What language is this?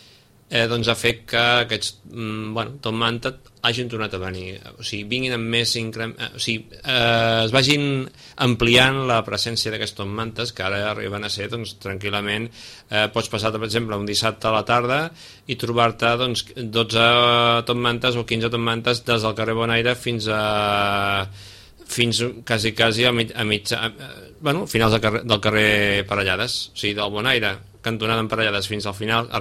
Catalan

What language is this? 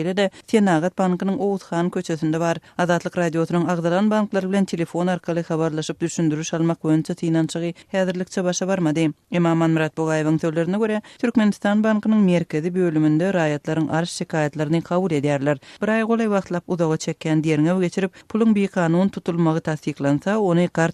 Turkmen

